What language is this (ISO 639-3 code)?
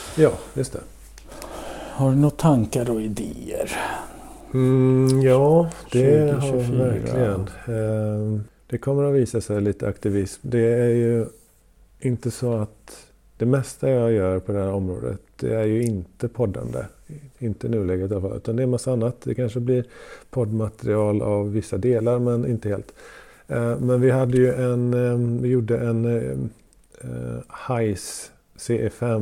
swe